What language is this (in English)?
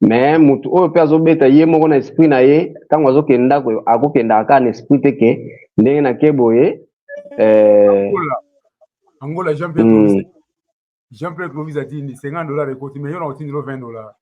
Lingala